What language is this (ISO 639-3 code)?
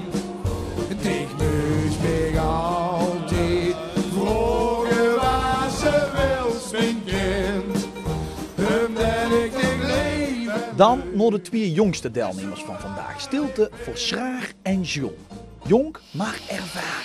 lim